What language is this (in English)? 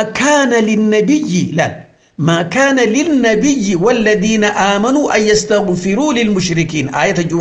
Oromo